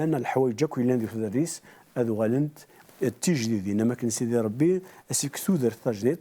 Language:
Kabyle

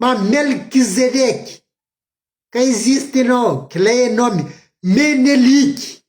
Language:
Kabuverdianu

